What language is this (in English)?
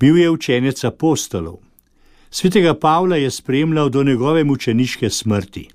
Slovenian